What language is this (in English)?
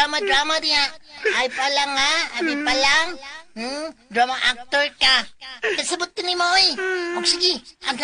Cebuano